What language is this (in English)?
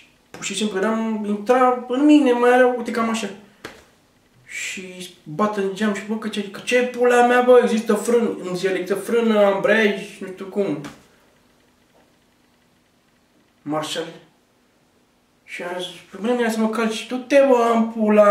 Romanian